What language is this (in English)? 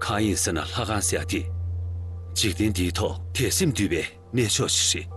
Tibetan